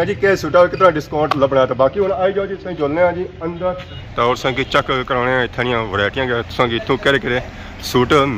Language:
Pahari-Potwari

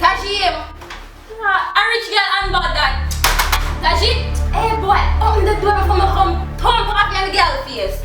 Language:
Jamaican Creole English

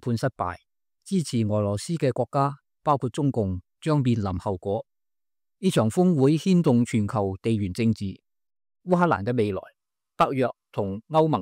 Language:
Cantonese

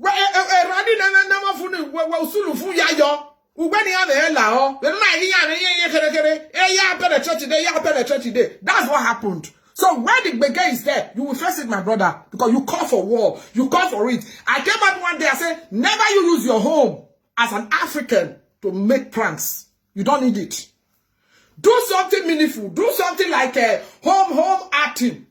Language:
Nigerian Pidgin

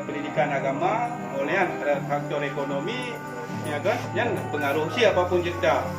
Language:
Achinese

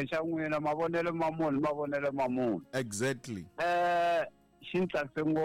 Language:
Tsonga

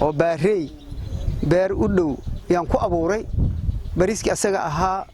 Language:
Somali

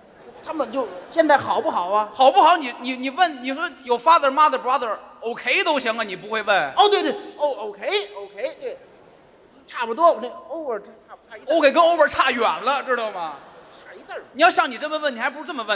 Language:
Chinese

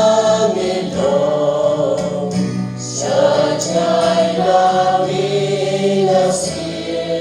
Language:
Khasi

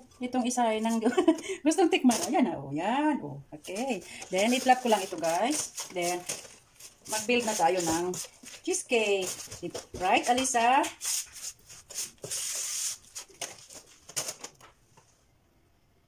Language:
Filipino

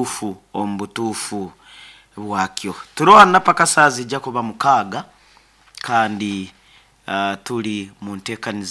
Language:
Nyankole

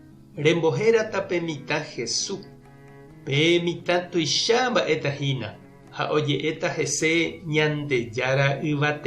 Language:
Guarani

